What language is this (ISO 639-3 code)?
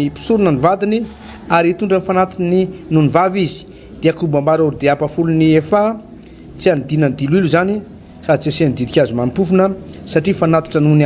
mlg